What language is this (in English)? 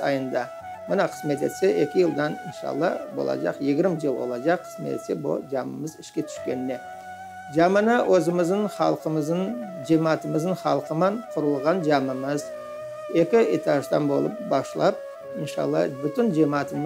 Crimean Tatar